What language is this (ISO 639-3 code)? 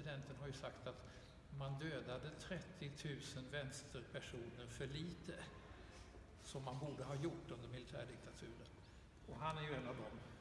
swe